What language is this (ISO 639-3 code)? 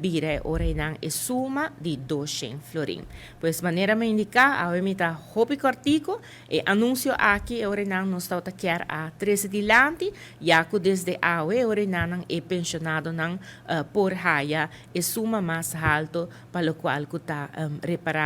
pap